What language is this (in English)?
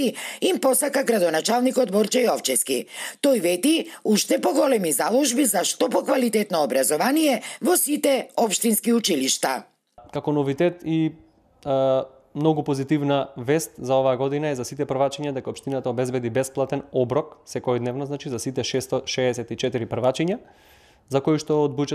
Macedonian